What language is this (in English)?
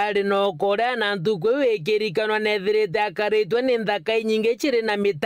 Meru